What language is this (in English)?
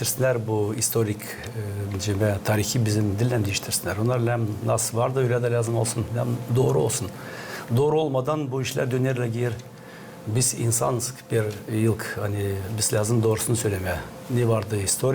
Gagauz